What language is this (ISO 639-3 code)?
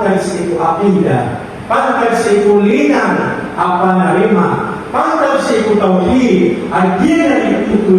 mrw